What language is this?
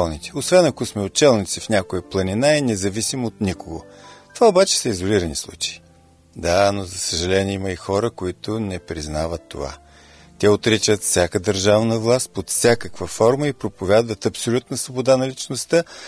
Bulgarian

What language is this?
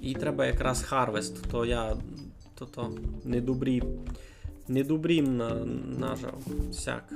Rusyn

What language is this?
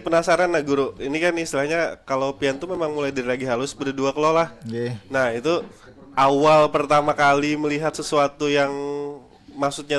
Banjar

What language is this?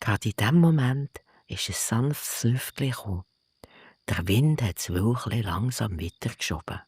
Swiss German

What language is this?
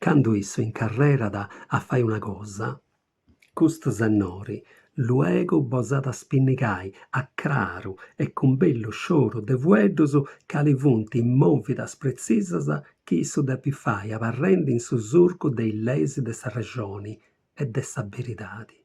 Sardinian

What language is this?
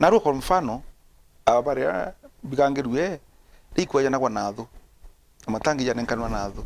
Meru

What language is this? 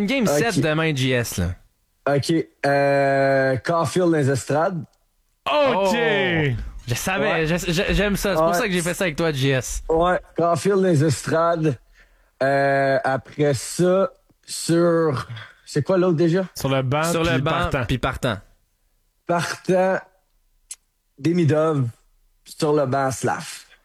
French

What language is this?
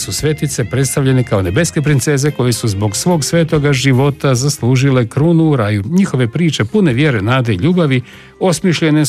Croatian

